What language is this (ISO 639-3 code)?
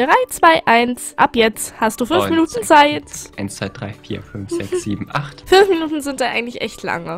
deu